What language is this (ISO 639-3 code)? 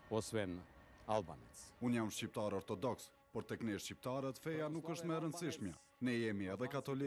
sqi